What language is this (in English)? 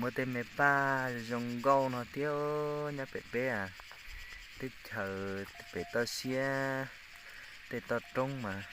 Hmong